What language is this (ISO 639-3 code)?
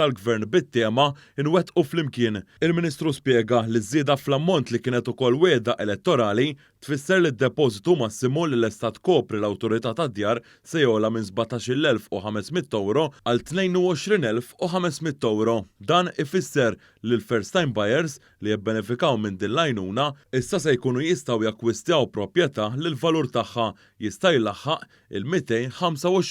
mlt